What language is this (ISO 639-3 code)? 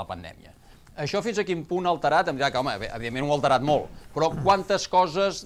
cat